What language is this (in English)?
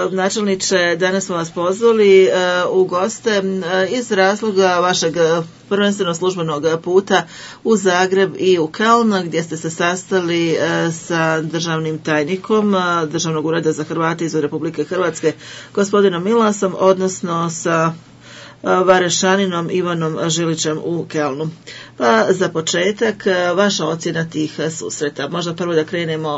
Bosnian